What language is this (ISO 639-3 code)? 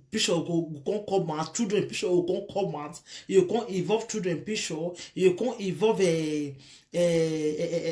pcm